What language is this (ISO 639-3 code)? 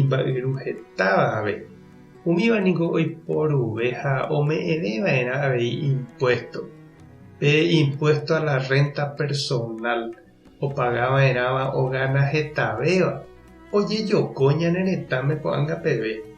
grn